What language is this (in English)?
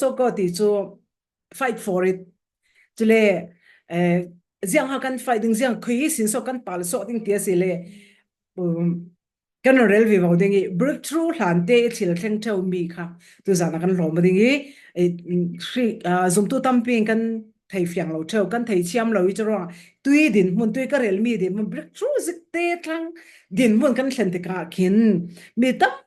Falam Chin